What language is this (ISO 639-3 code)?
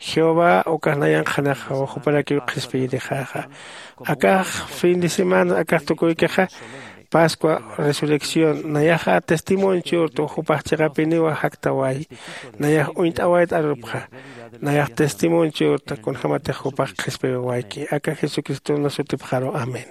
aym